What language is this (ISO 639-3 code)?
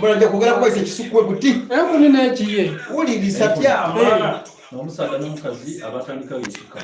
xog